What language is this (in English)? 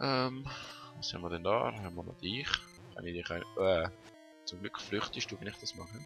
Swiss German